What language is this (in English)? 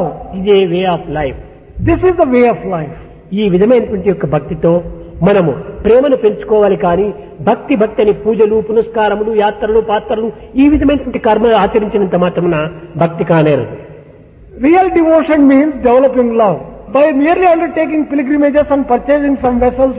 Telugu